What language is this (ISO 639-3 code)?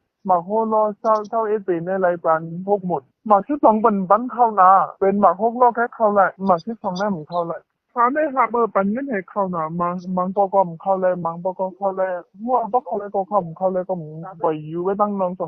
shn